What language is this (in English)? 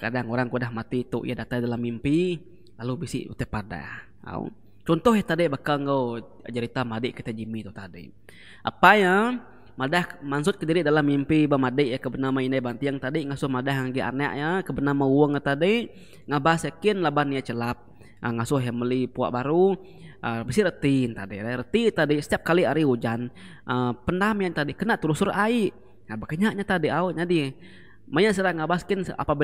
Iban